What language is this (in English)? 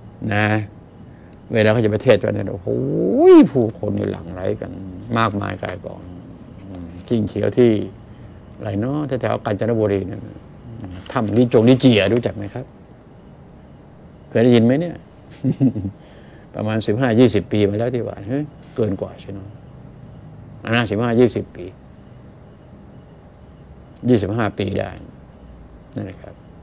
Thai